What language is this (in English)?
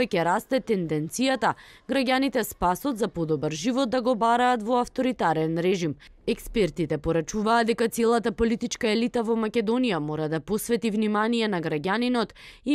Macedonian